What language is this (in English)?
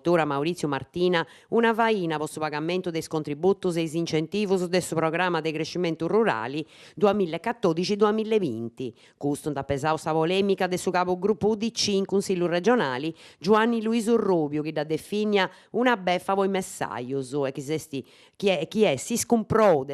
Sardinian